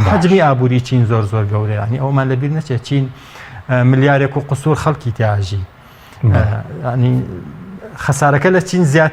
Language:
Central Kurdish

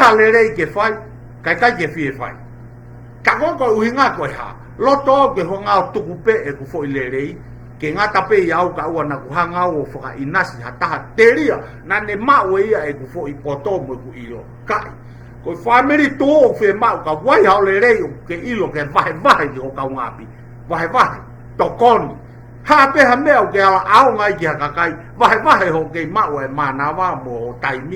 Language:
Tongan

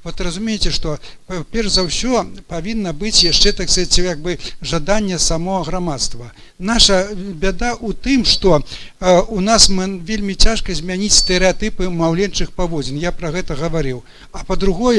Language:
Belarusian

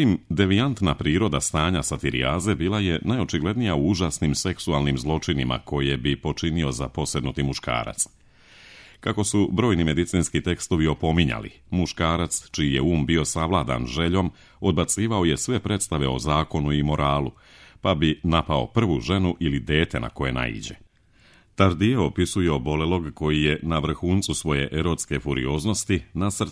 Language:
Serbian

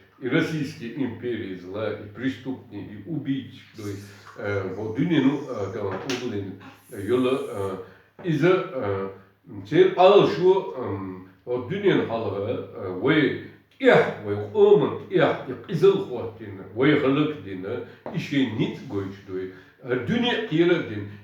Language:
Chechen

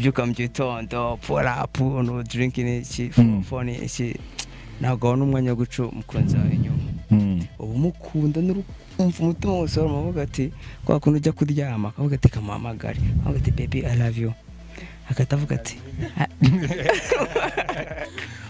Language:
Kinyarwanda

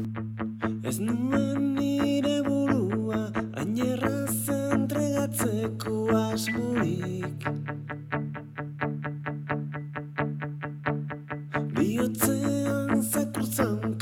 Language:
Basque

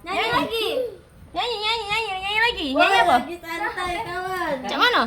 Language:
Musi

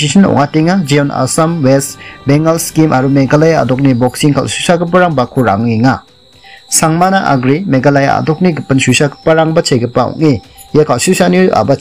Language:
Garo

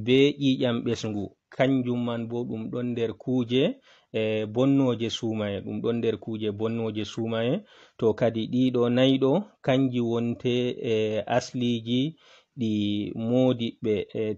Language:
Fula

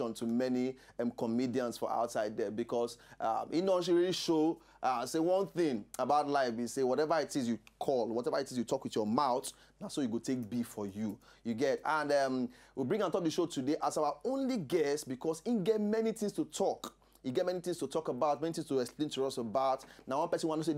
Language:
Nigerian Pidgin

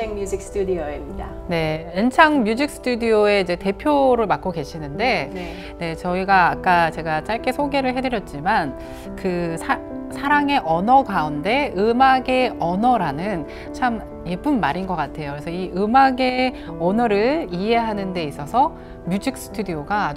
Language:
Korean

